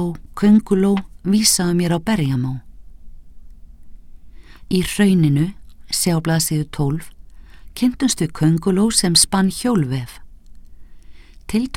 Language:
Icelandic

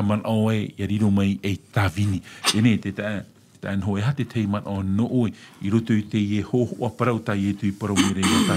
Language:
Tahitian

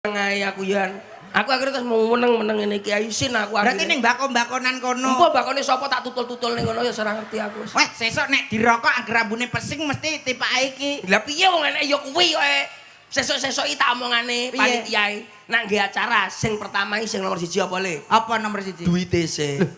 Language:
Javanese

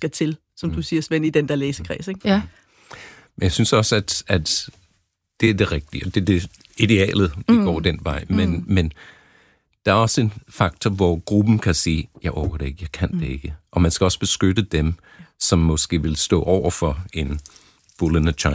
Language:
Danish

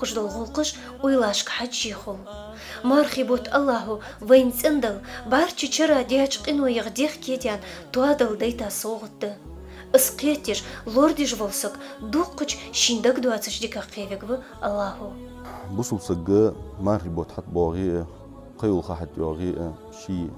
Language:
Ingush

